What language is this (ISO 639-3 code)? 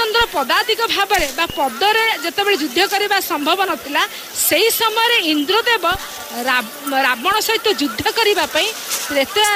ori